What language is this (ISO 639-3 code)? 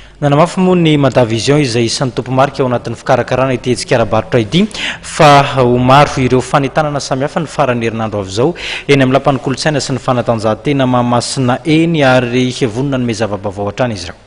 mlg